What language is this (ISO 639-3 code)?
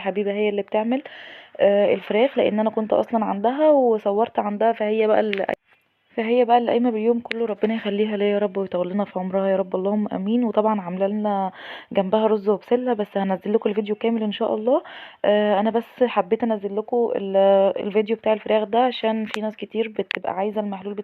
arz